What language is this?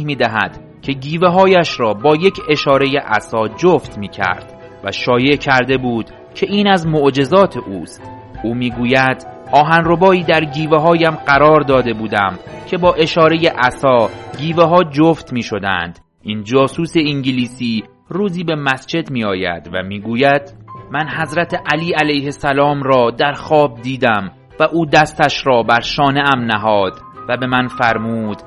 Persian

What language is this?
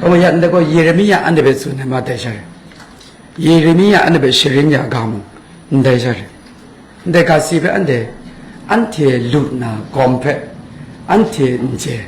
Kachin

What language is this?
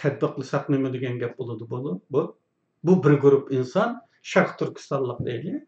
Uyghur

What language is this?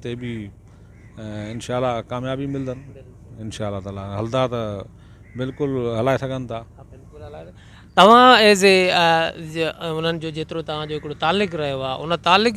Sindhi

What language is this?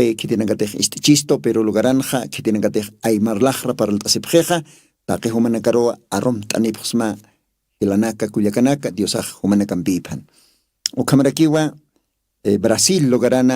Aymara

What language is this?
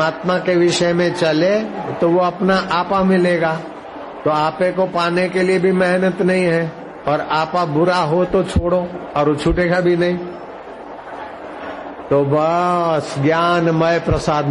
Hindi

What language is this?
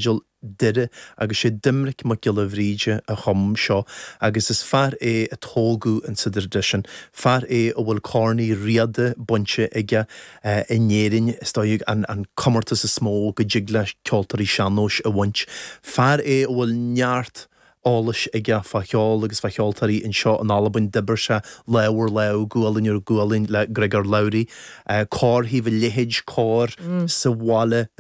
Irish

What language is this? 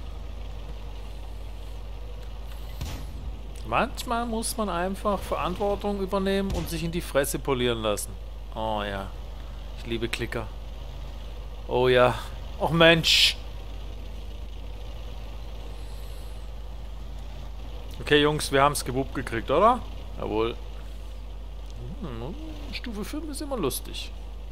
German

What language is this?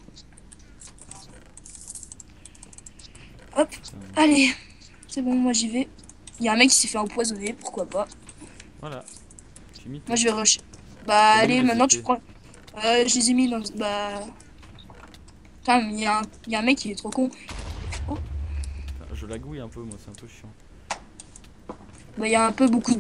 French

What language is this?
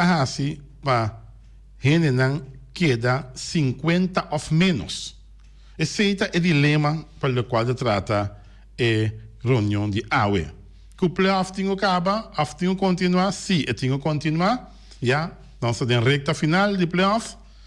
Papiamento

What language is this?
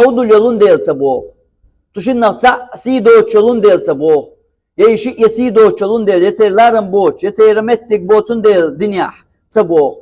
Chechen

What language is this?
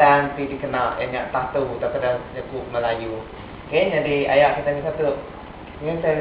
Iban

